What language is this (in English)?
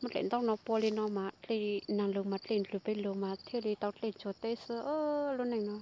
Hmong